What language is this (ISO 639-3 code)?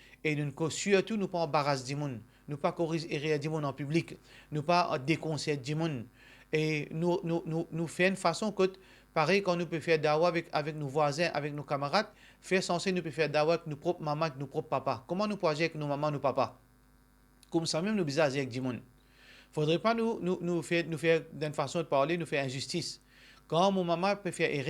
mfe